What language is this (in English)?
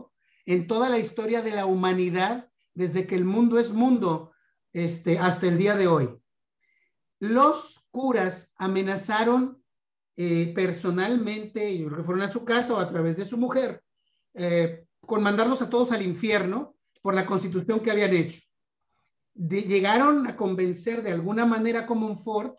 Spanish